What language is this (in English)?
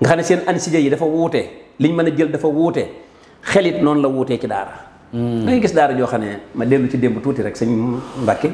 Wolof